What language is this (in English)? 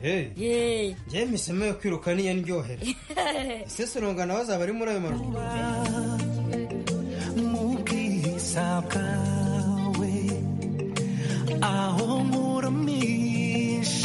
Kinyarwanda